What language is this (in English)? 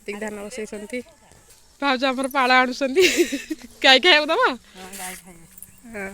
Odia